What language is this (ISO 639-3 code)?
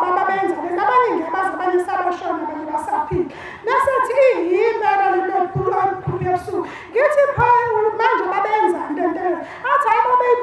zul